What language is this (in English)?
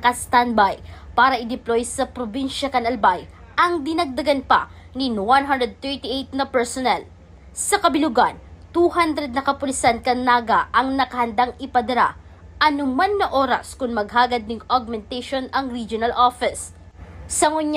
Bikol